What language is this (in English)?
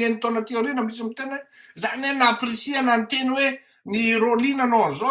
Malagasy